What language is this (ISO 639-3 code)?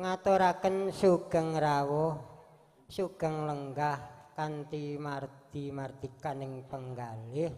jav